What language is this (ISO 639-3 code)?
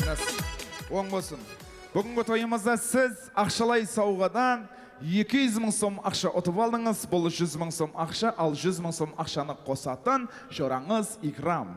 kaa